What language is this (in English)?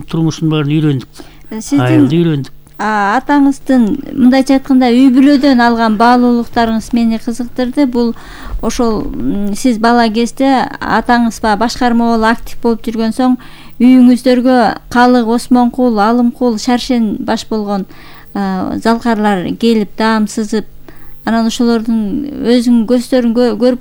Kyrgyz